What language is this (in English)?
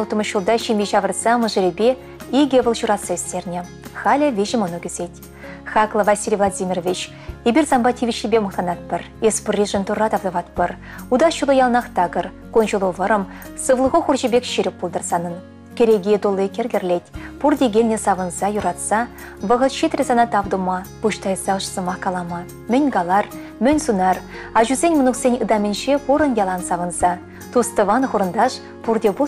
Chuvash